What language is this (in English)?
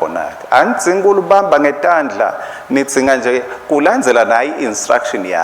Swati